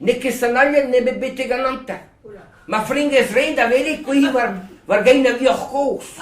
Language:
Breton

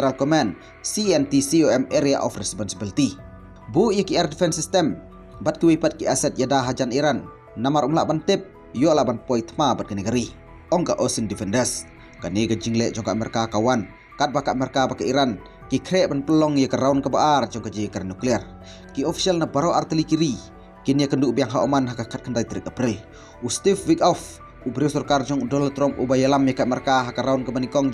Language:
Khasi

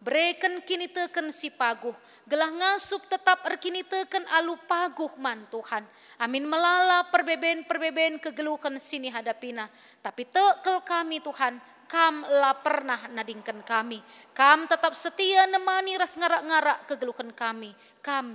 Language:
Batak Karo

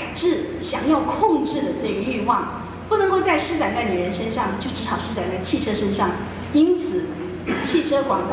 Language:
Chinese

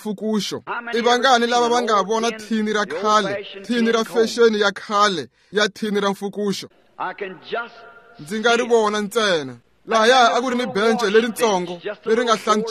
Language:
Tsonga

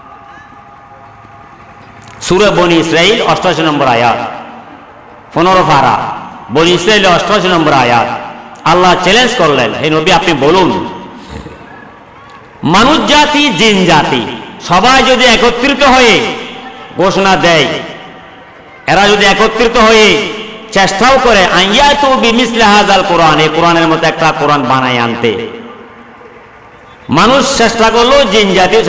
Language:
Bangla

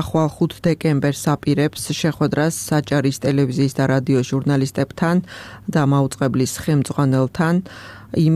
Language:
Georgian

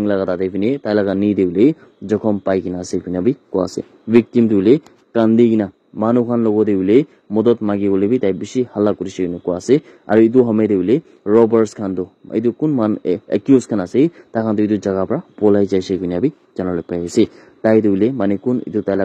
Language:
Naga Pidgin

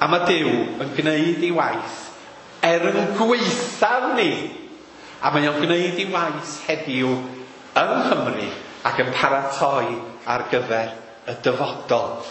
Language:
Welsh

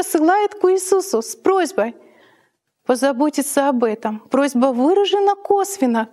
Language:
Russian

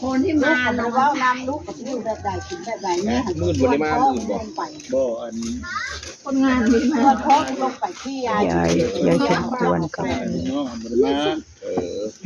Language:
Northeastern Thai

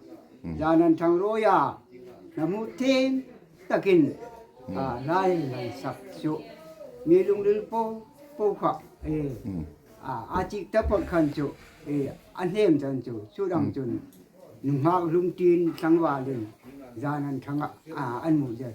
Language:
Hmar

